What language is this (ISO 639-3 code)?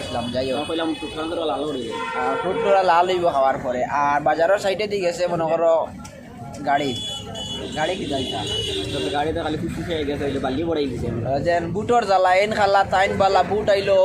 syl